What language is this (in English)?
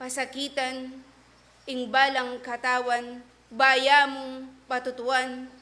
Pampanga